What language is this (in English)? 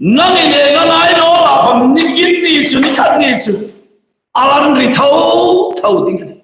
Hmar